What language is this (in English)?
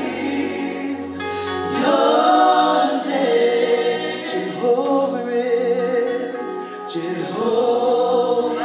Tongan